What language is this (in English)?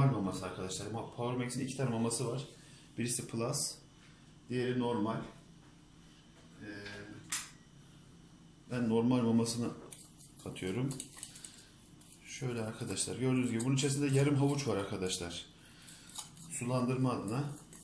Turkish